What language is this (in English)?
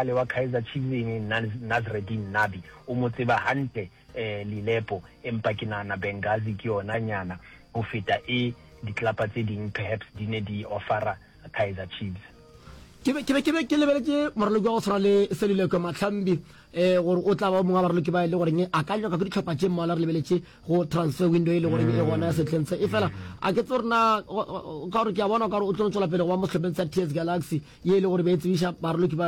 Northern Sotho